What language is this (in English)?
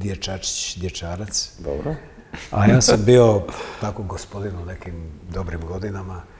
Croatian